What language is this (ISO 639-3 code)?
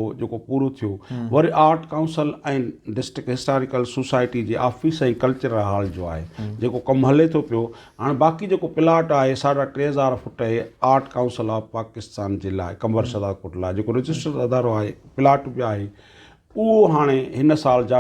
snd